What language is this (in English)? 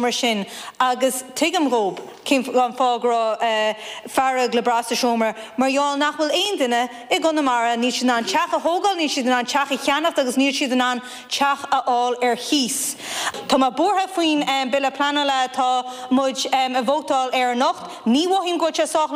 Irish